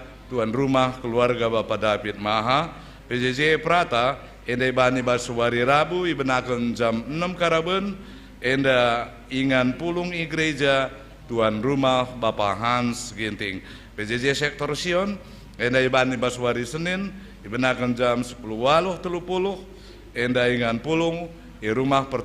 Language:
Batak Karo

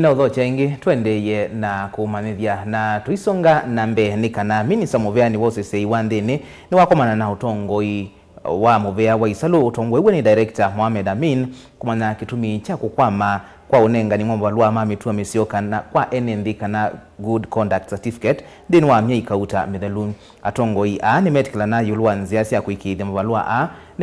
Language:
Kamba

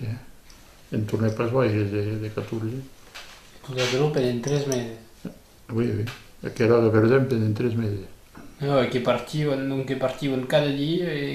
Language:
Occitan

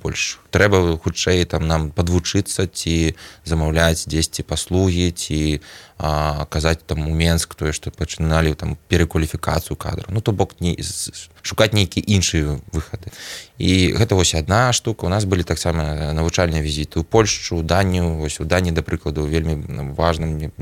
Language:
Belarusian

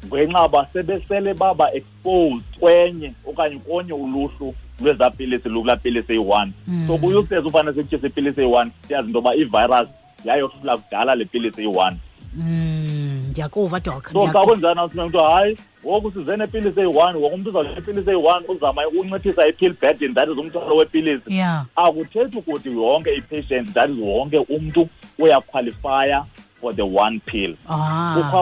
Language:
Xhosa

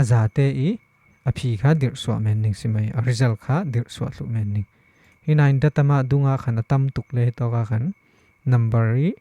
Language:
Falam Chin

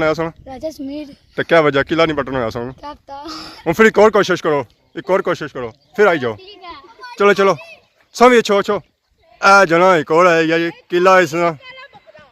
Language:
Pahari-Potwari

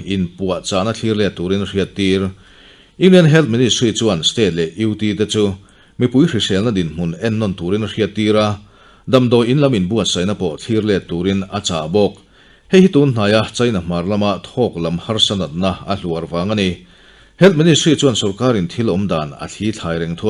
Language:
Mizo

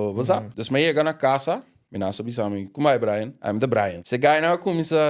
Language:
Papiamento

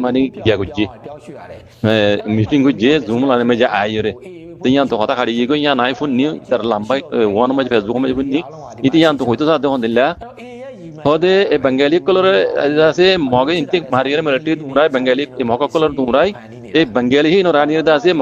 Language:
Rohingya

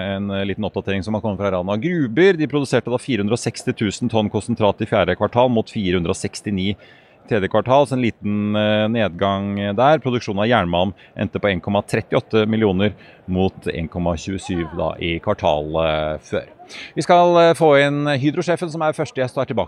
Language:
Norwegian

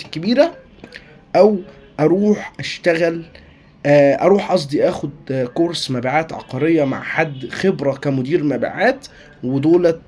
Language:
Egyptian Arabic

